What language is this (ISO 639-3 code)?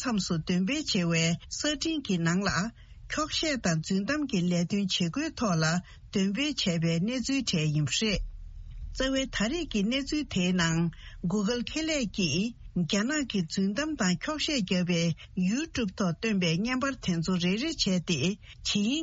bod